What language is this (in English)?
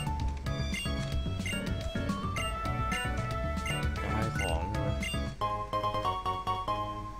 Thai